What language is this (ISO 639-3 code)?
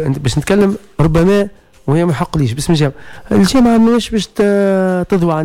aeb